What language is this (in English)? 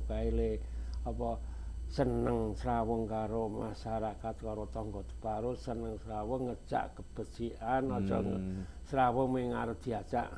Javanese